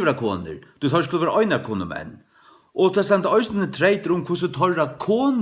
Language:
Faroese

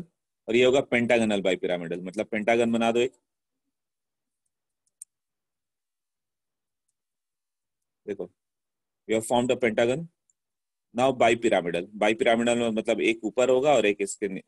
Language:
Hindi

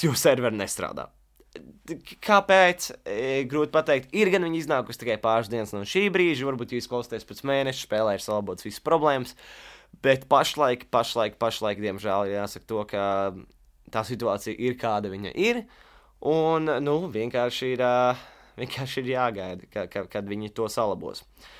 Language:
Latvian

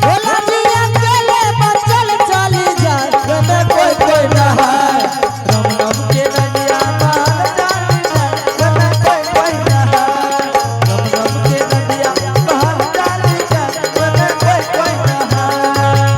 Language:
Angika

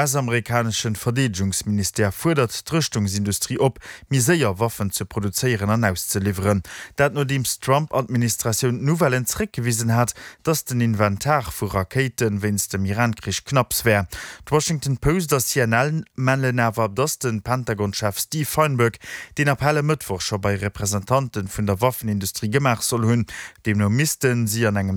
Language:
Luxembourgish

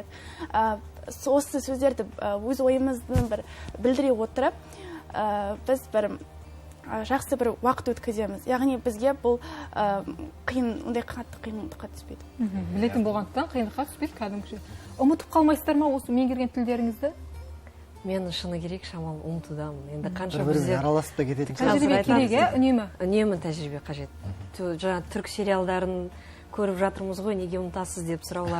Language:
Kazakh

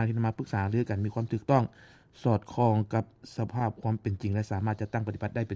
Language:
Lao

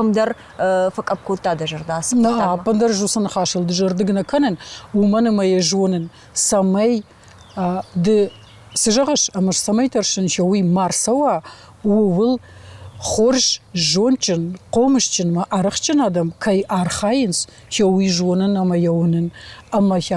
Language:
Ossetic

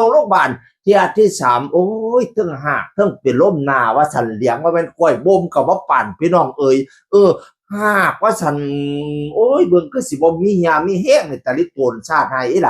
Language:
Northeastern Thai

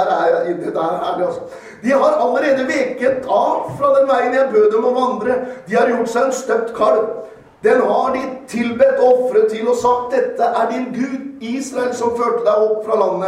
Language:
Norwegian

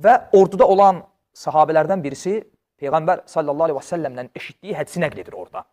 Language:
Azerbaijani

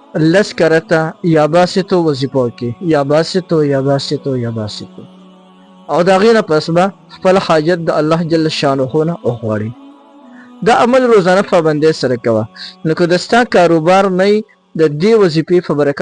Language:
Pashto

